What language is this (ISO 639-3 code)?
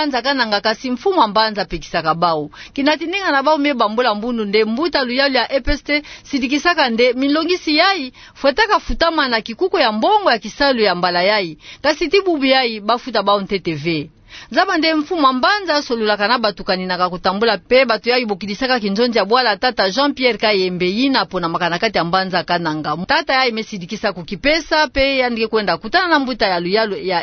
ktu